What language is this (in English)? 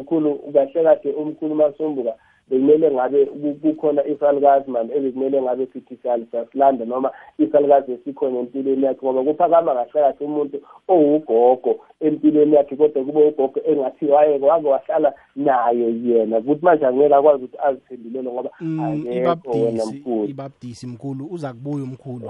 South Ndebele